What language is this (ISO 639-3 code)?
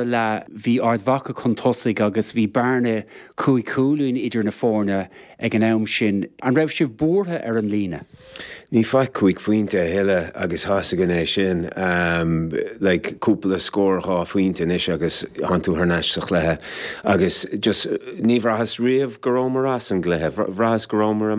gle